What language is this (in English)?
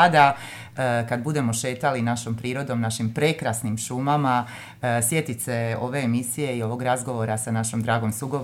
Croatian